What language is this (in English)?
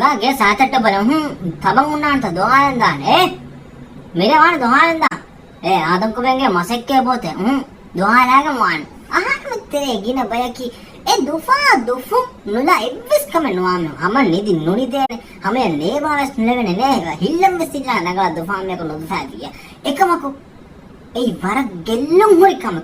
Divehi